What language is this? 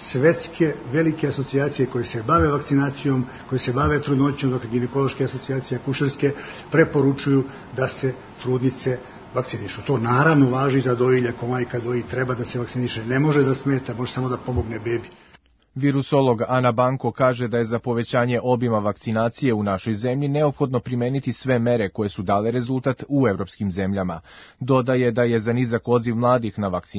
Serbian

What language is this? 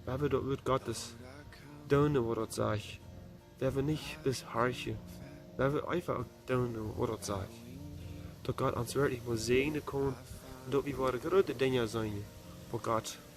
Plautdietsch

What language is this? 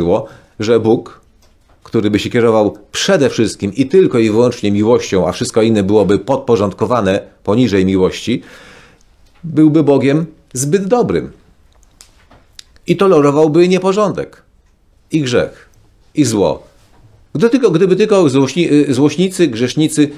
Polish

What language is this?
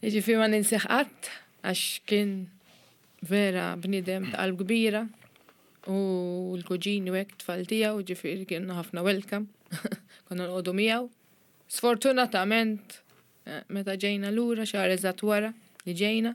Maltese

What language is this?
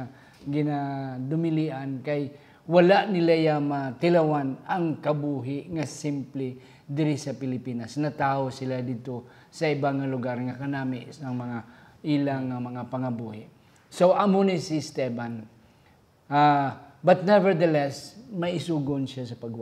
Hiligaynon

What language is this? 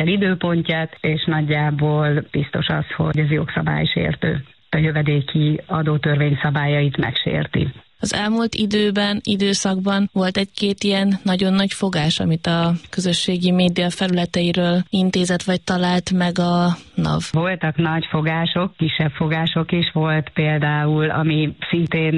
Hungarian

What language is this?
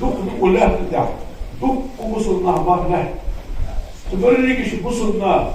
Ingush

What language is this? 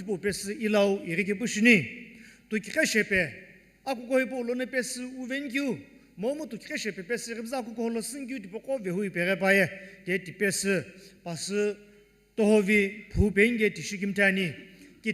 Sumi Naga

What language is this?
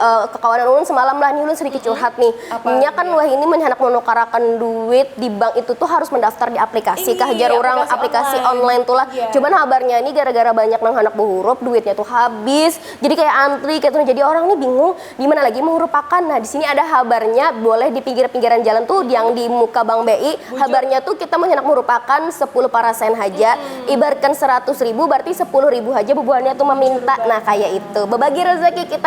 Banjar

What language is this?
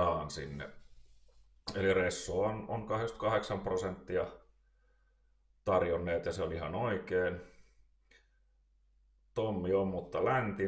Finnish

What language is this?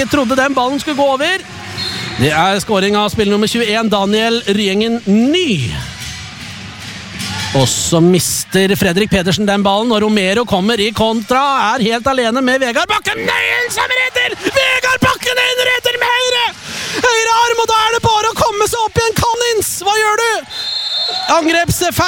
Norwegian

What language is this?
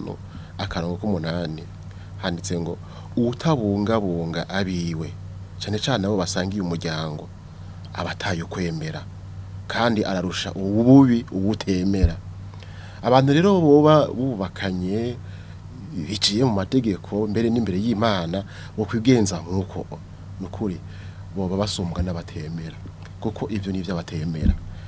Rundi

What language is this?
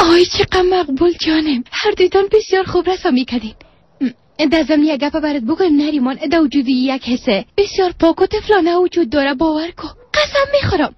Persian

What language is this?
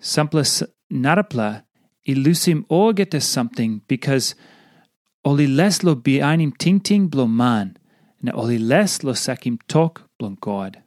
Tok Pisin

